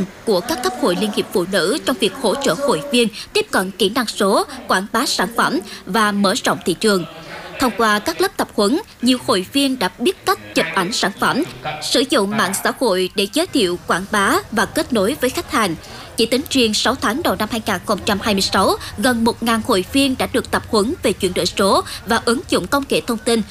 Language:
Vietnamese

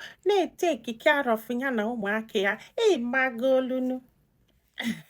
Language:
Igbo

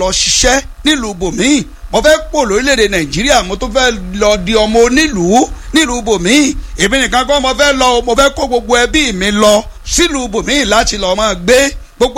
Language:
Yoruba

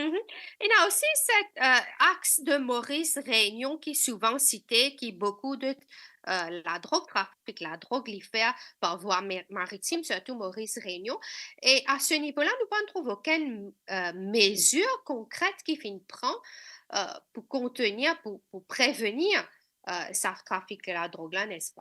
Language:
Morisyen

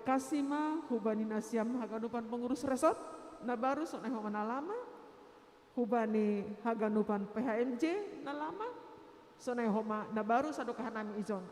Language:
Batak Simalungun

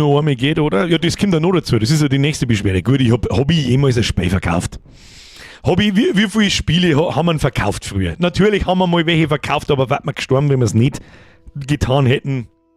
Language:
Bavarian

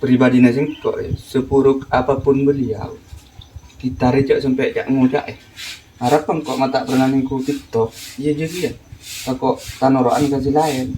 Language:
Madurese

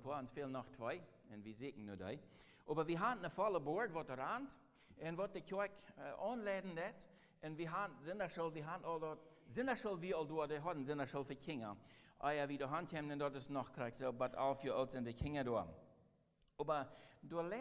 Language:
Plautdietsch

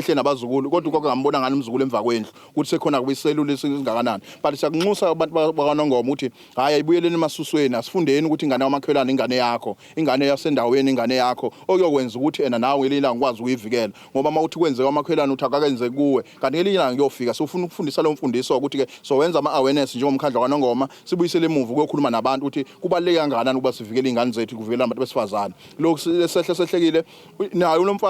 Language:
Zulu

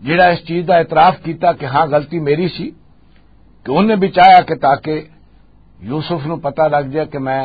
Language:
Western Panjabi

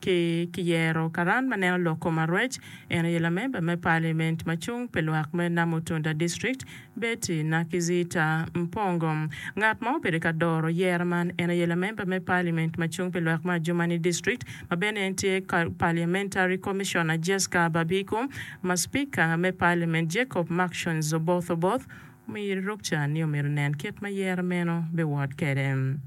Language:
Acoli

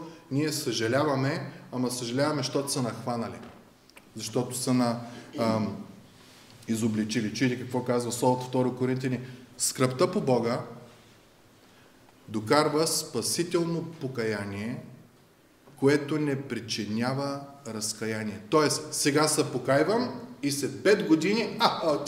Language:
Bulgarian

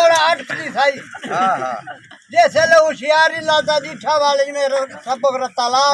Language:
Saraiki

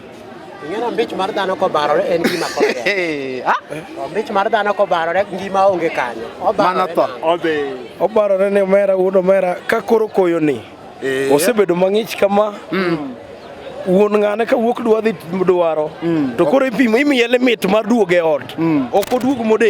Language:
Luo (Kenya and Tanzania)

